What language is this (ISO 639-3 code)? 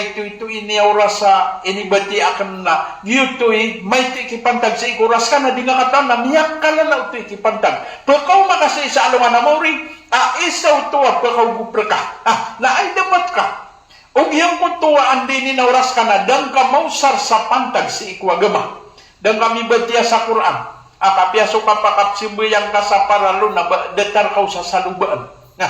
mrw